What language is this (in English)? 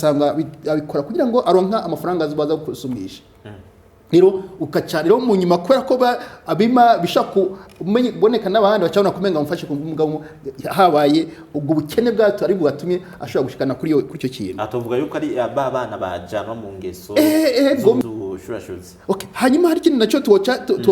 Rundi